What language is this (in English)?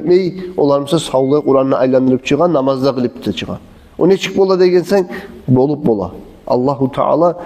Kumyk